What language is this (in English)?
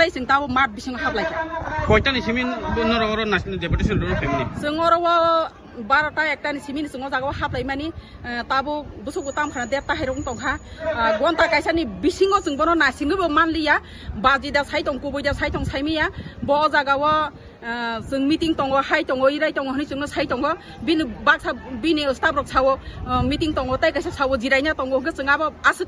Kok Borok